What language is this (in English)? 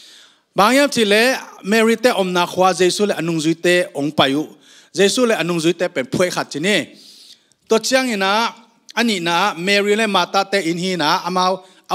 Tedim Chin